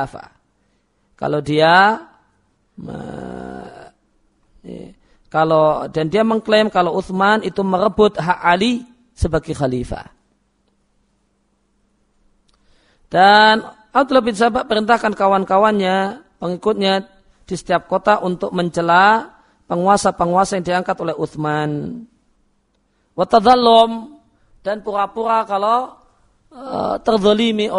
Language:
Indonesian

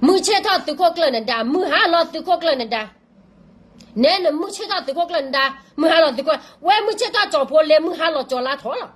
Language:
S'gaw Karen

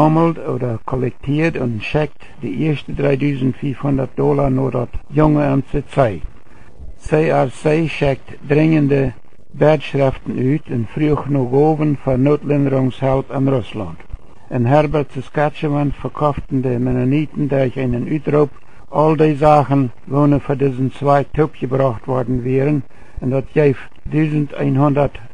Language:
Plautdietsch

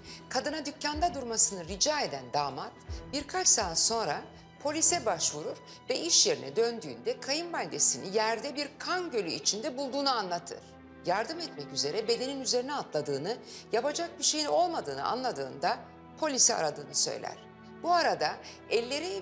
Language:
Turkish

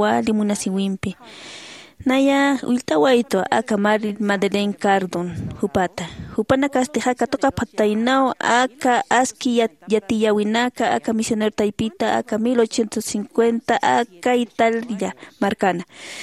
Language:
Aymara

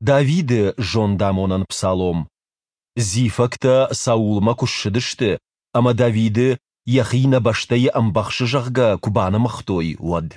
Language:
Ossetic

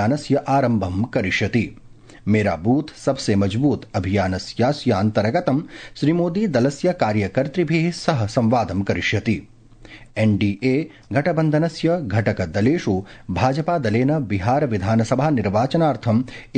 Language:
Sanskrit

